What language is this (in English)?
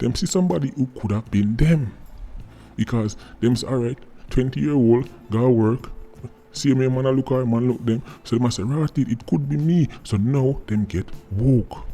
Jamaican Creole English